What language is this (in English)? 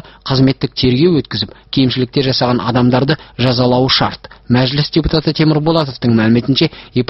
Kazakh